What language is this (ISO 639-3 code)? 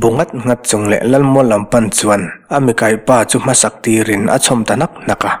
lus